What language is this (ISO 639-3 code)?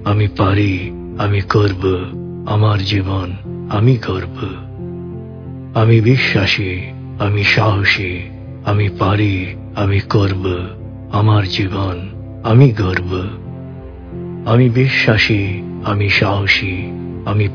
ben